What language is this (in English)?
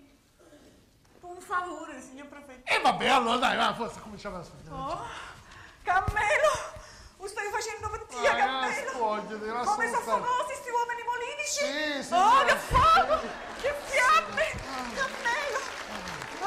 Sicilian